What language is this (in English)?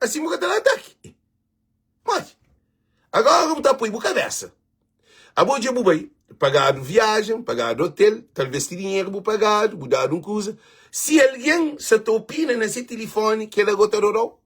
Kabuverdianu